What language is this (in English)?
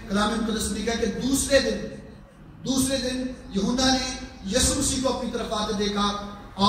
Urdu